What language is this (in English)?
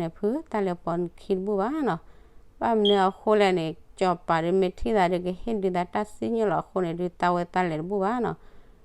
S'gaw Karen